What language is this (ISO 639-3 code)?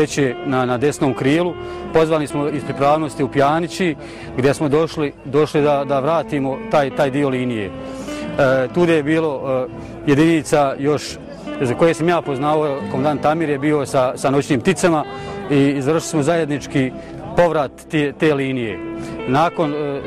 bos